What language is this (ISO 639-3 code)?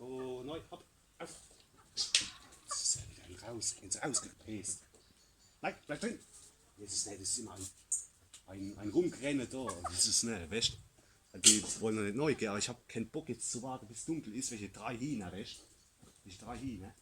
pfl